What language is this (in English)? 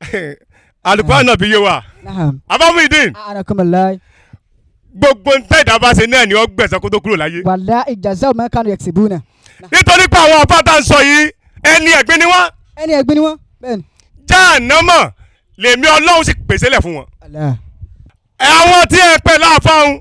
Yoruba